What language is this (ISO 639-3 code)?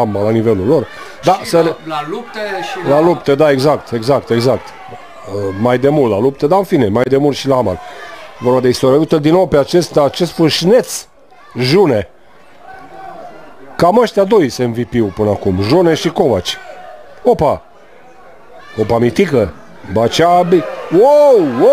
ron